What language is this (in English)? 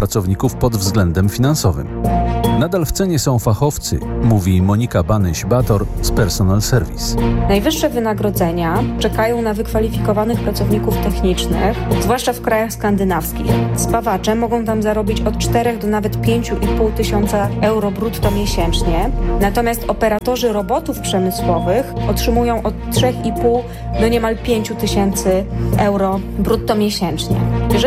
Polish